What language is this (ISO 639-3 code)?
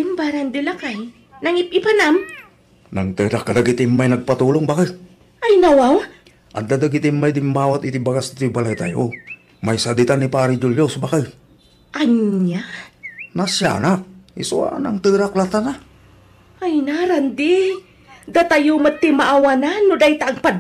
ilo